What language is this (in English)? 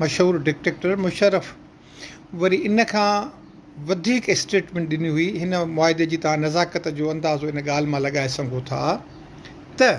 Sindhi